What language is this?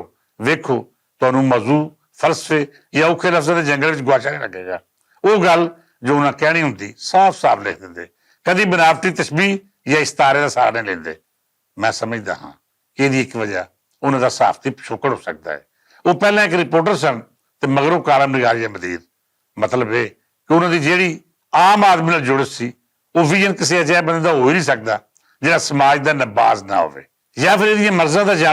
Western Panjabi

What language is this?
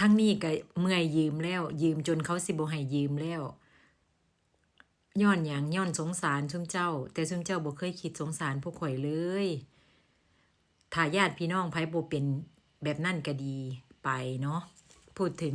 Lao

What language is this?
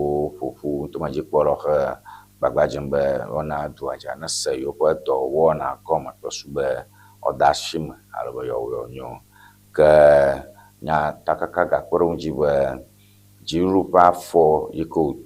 Ewe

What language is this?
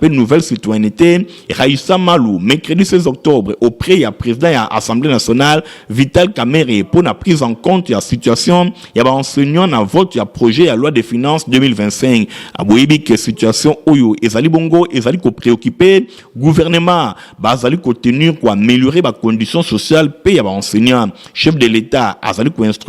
Lingala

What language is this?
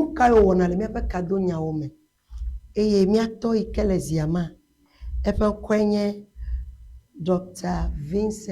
Ewe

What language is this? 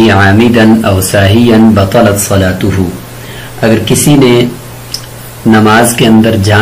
Urdu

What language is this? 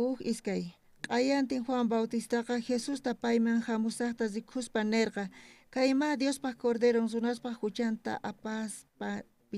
South Bolivian Quechua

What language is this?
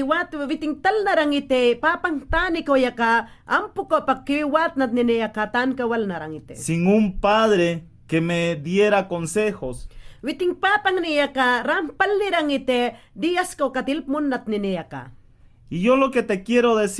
Mayangna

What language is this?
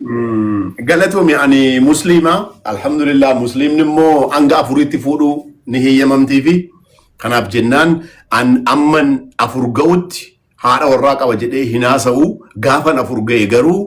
Oromo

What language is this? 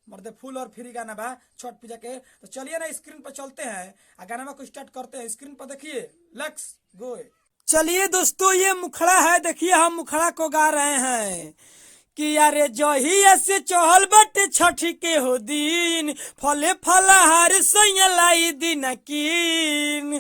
Bhojpuri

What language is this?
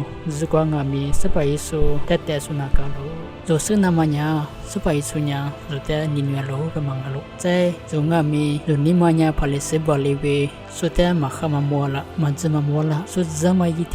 Lisu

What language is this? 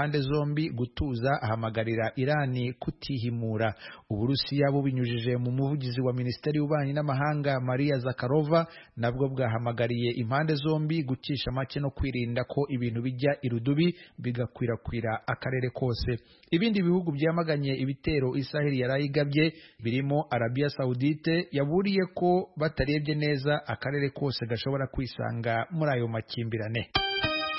Kinyarwanda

